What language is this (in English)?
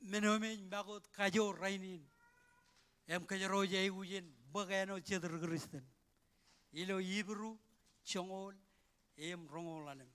Marshallese